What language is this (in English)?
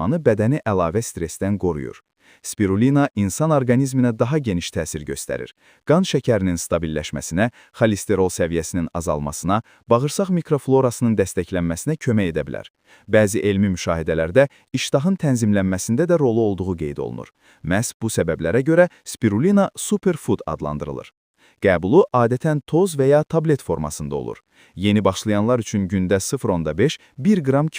Azerbaijani